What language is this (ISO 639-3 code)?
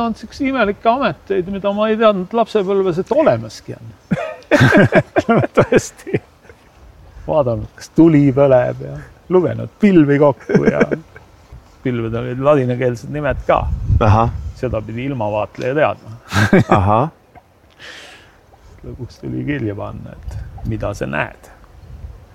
est